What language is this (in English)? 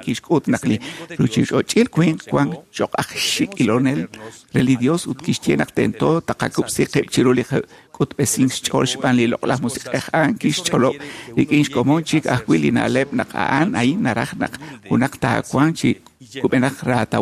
Kekchí